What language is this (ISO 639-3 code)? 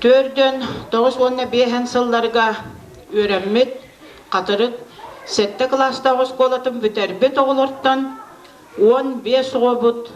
sah